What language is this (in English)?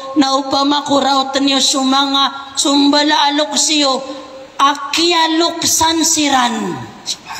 Maranao